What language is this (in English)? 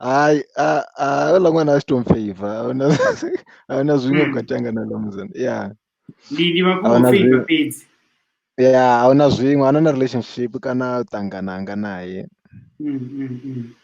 Venda